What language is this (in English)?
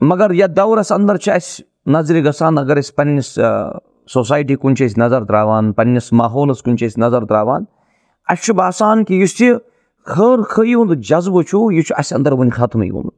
Kashmiri